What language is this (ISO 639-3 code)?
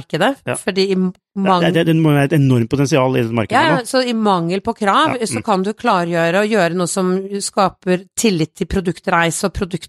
nor